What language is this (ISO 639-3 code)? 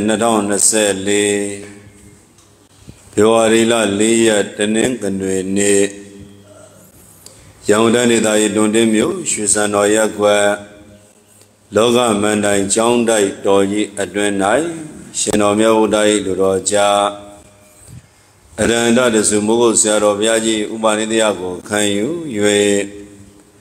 mya